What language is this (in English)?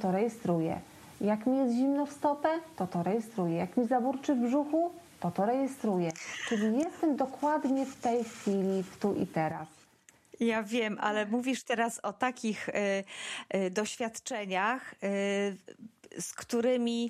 Polish